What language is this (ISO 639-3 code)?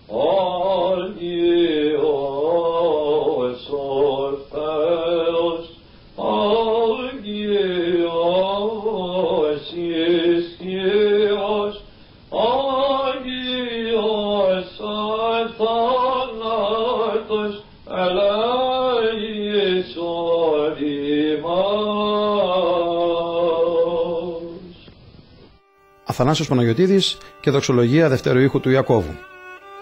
ell